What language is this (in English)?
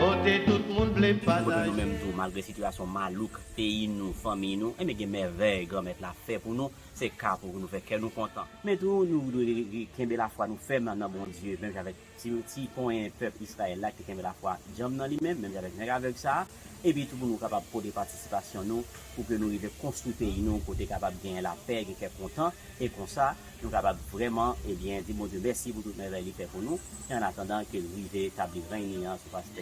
Haitian Creole